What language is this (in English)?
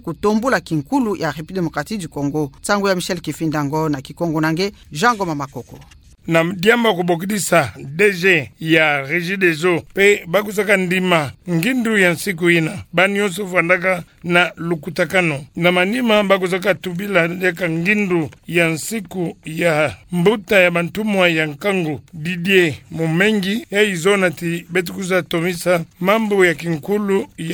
Kituba (Democratic Republic of Congo)